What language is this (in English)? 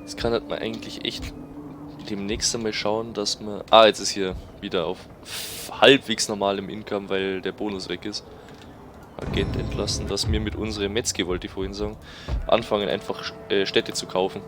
Bavarian